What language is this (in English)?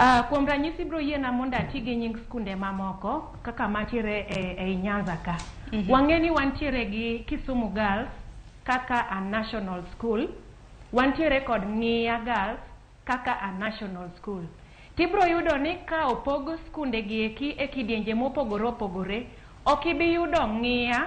Luo (Kenya and Tanzania)